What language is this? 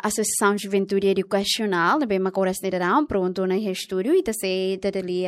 Tetum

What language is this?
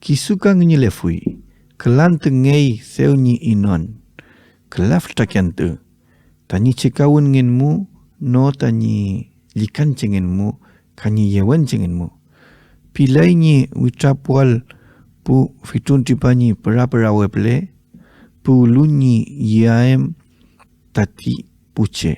Mapuche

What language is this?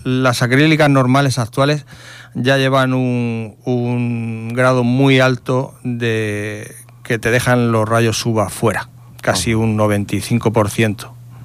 Spanish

